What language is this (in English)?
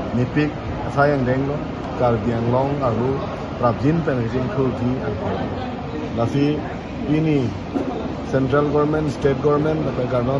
Karbi